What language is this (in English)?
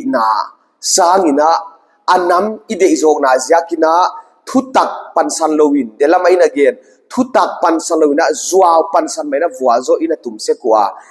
Paite Chin